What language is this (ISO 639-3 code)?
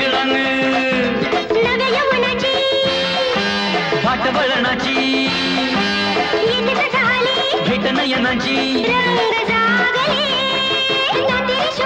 mar